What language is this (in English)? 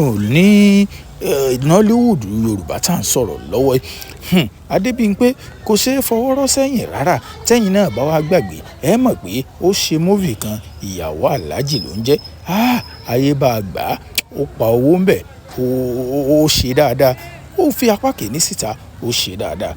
Yoruba